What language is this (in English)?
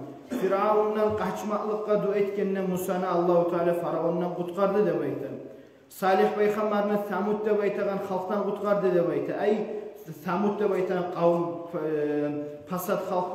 Kumyk